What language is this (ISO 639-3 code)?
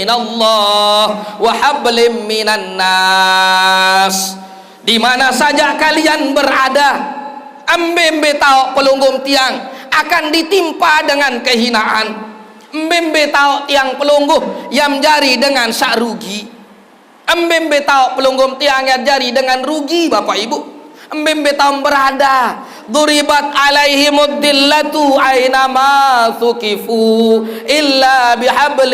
sas